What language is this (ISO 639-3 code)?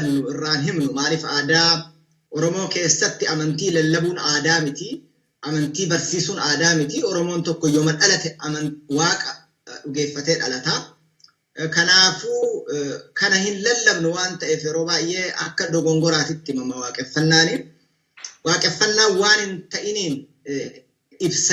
orm